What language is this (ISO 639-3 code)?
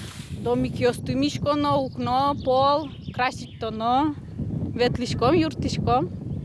udm